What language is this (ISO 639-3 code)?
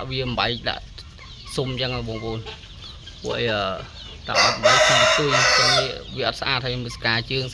khm